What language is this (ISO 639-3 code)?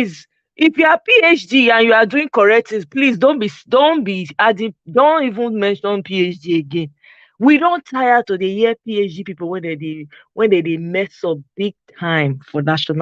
pcm